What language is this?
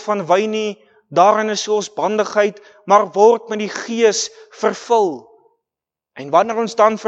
Afrikaans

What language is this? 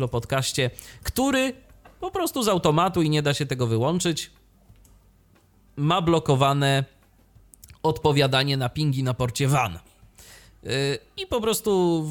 Polish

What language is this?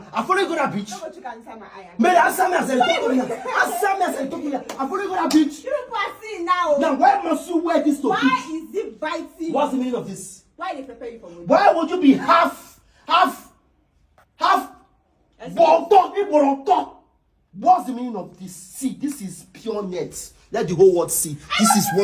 Nigerian Pidgin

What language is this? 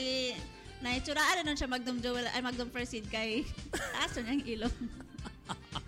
Cebuano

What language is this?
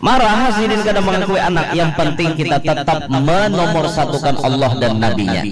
Banjar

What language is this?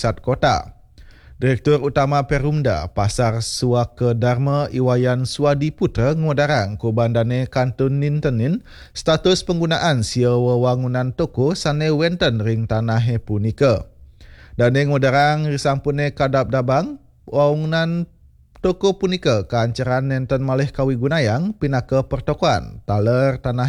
Balinese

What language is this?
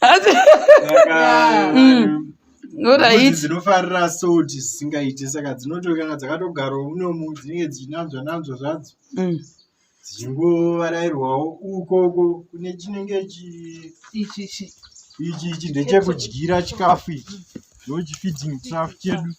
Shona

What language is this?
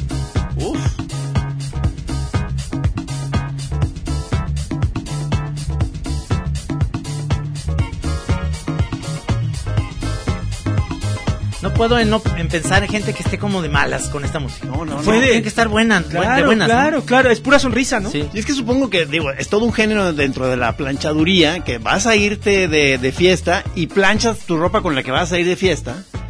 Spanish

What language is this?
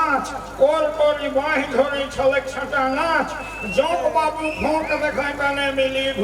Sadri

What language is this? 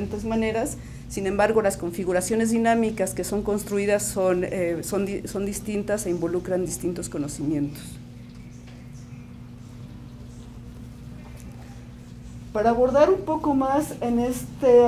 Spanish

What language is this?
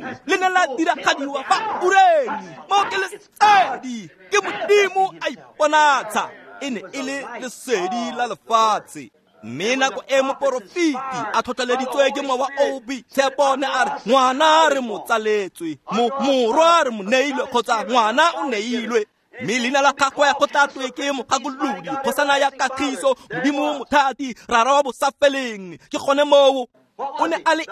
Tswana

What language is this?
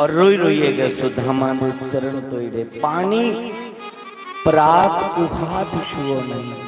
Dogri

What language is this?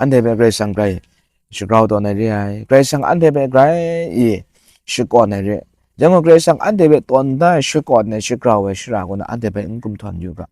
Kachin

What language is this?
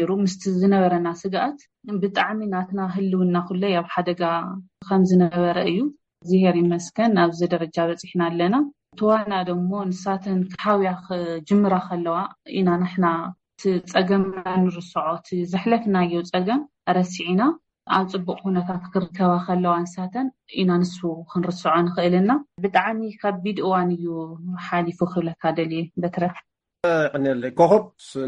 Tigrinya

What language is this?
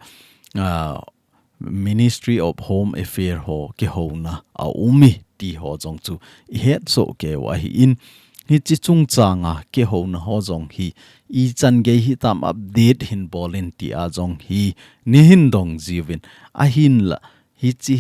Thado Chin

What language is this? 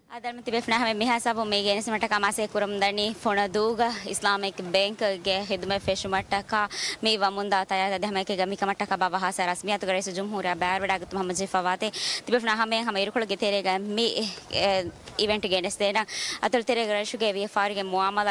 Divehi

